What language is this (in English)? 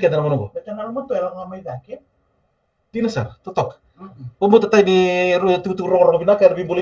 Fijian